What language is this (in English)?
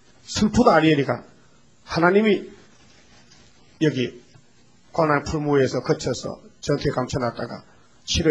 Korean